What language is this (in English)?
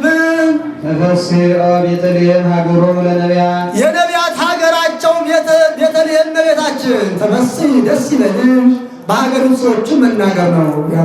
Amharic